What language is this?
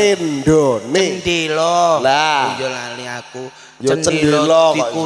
Javanese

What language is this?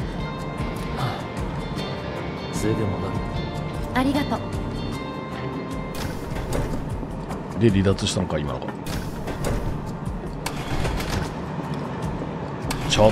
Japanese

